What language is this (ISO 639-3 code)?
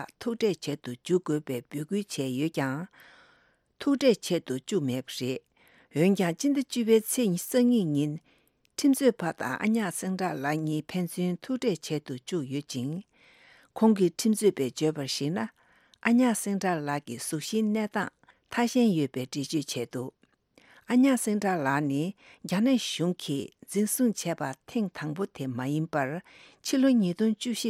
bod